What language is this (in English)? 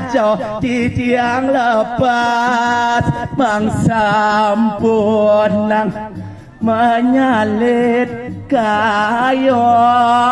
Balinese